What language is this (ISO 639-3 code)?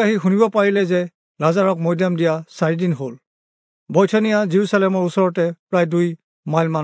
asm